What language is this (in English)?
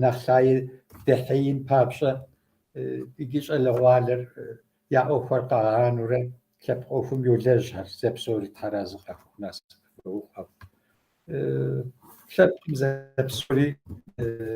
Kabardian